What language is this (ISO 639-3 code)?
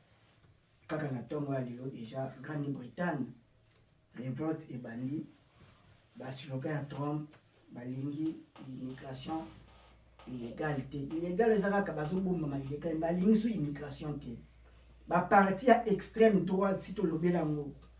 lin